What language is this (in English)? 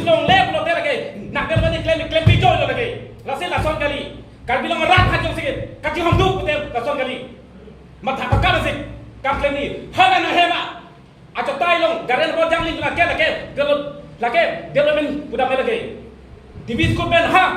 Karbi